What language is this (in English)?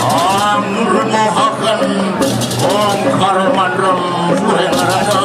Balinese